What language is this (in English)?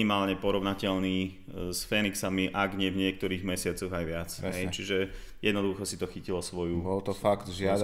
Slovak